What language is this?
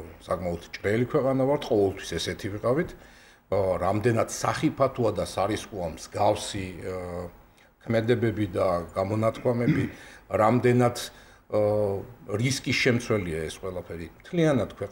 Georgian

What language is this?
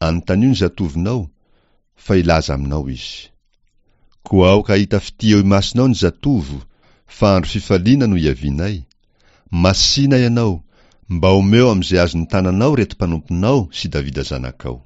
Malagasy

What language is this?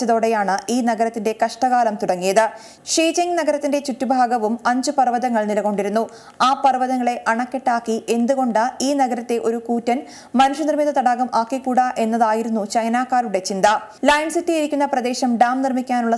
Malayalam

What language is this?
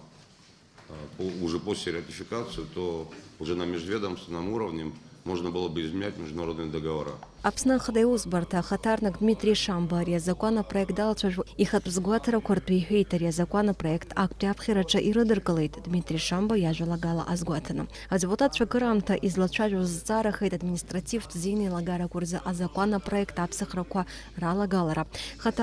Abkhazian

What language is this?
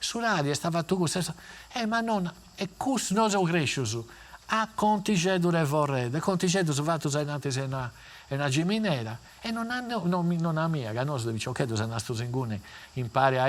Sardinian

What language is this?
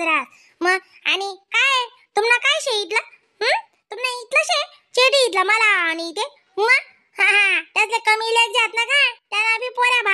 Khandesi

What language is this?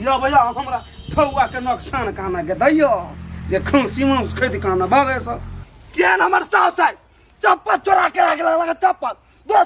Maithili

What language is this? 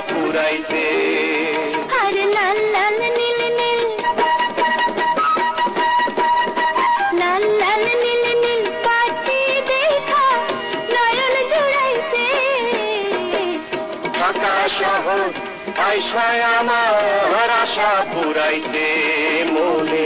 Bangla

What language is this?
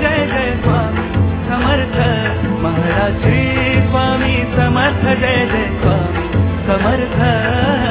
Marathi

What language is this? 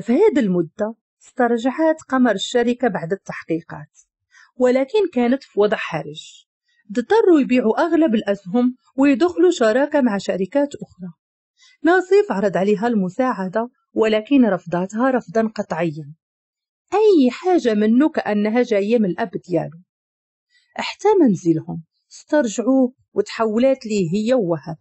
Moroccan Arabic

